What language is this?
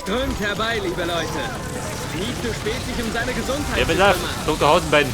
Bavarian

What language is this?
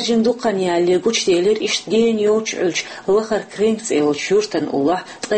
Chechen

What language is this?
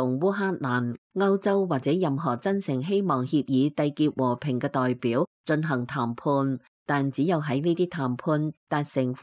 Cantonese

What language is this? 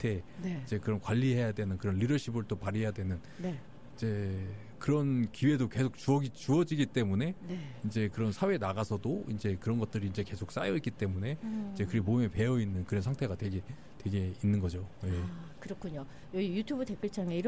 Korean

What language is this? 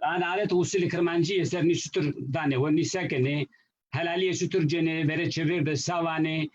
Zaza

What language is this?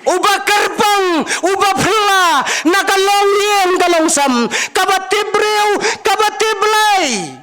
Khasi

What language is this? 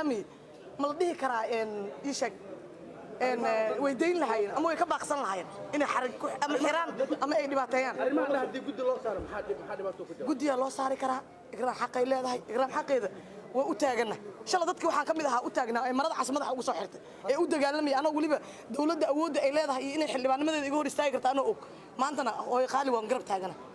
Somali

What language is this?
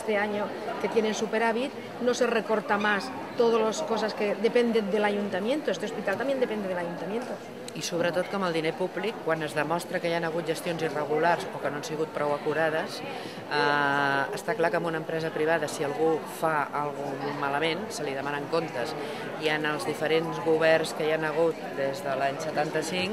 Catalan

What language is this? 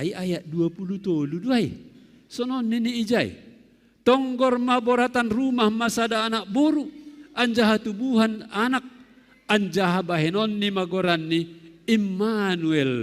Batak Simalungun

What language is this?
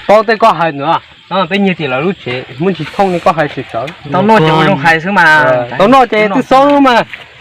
Hmong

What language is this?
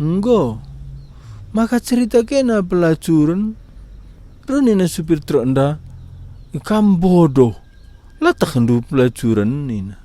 Batak Karo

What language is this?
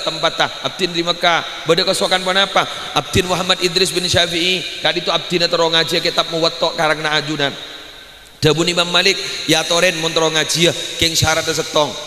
Madurese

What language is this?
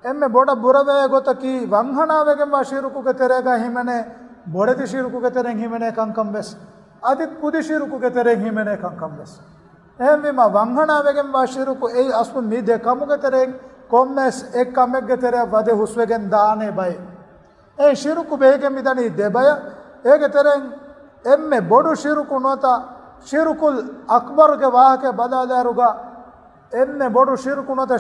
Divehi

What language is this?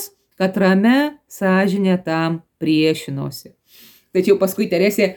Lithuanian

